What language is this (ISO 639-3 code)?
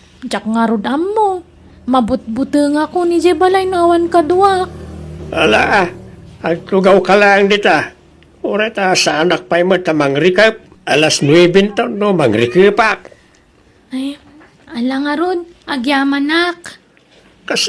ilo